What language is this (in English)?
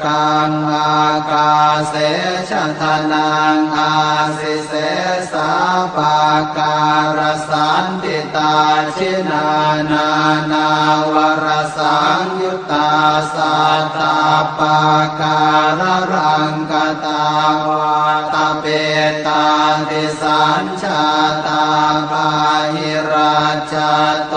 Pali